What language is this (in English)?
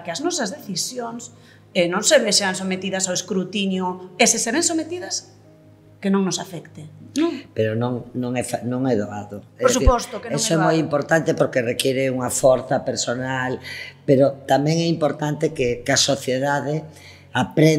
Galician